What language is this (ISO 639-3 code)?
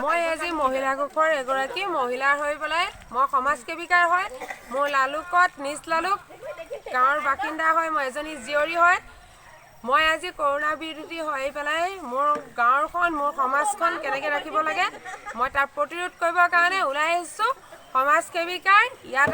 asm